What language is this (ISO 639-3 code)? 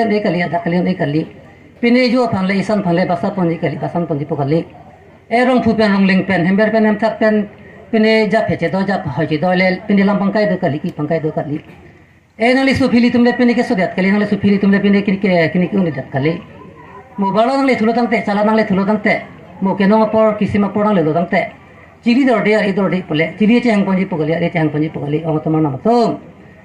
mjw